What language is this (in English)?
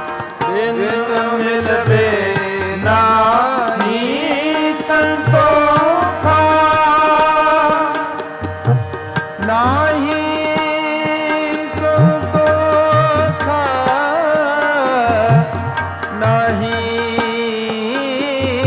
Punjabi